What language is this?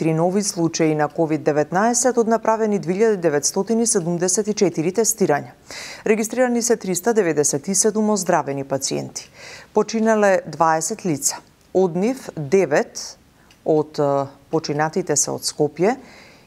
Macedonian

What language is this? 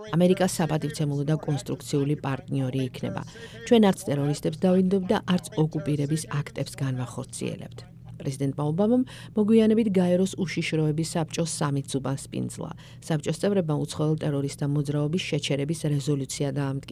Georgian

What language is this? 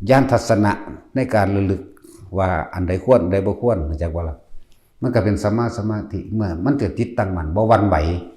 Northeastern Thai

